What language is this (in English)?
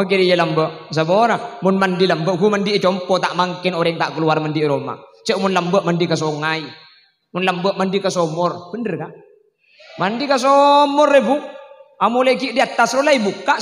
Madurese